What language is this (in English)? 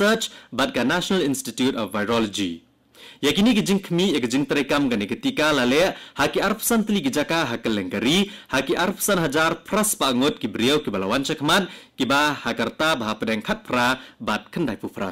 Khasi